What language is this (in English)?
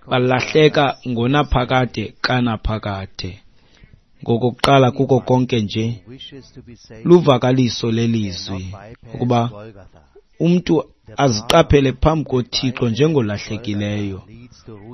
Xhosa